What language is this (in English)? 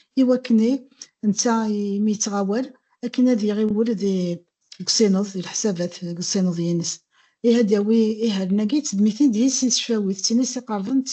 Kabyle